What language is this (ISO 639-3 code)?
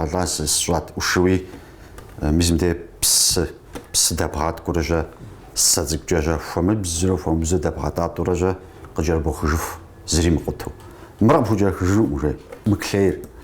kbd